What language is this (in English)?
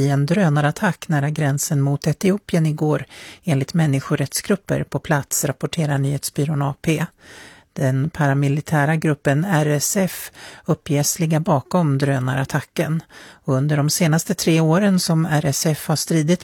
Swedish